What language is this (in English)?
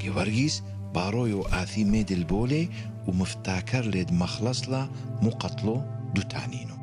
Turoyo